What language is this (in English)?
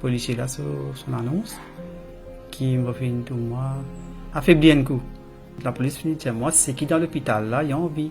Morisyen